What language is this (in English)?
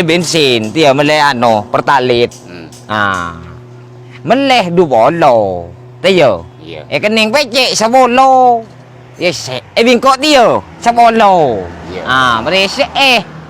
Madurese